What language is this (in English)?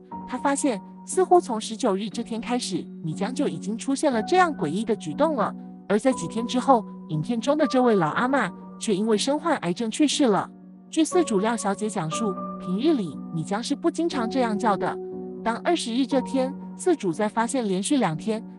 Chinese